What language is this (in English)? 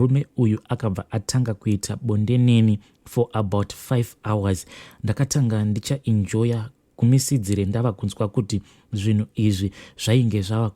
Shona